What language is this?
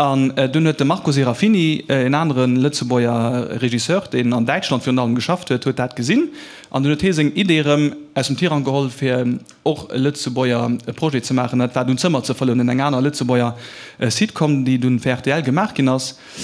Luxembourgish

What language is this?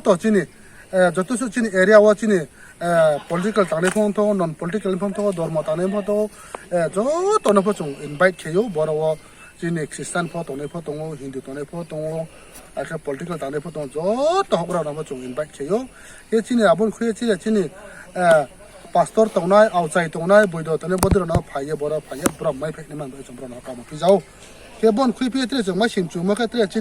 Riang (India)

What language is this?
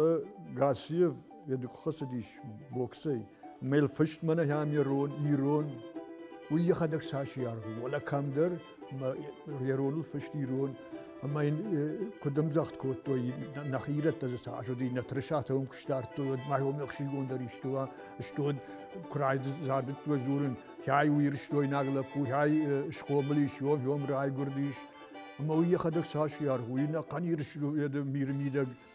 Ossetic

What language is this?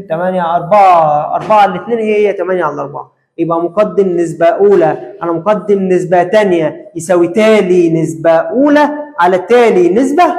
Egyptian Arabic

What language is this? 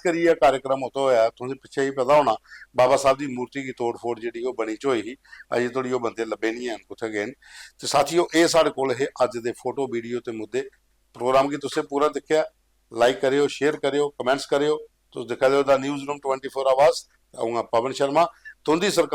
Dogri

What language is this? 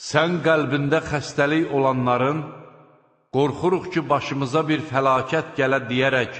Azerbaijani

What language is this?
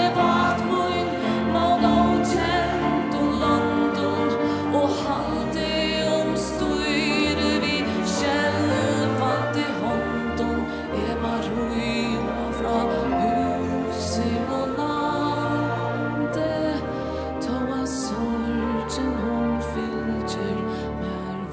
Faroese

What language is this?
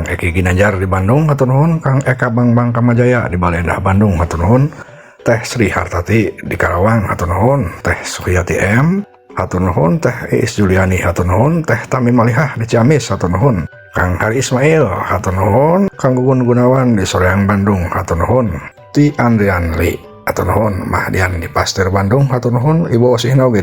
Sundanese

